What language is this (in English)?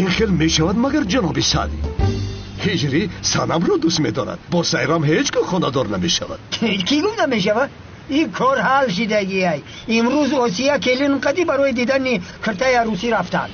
Tajik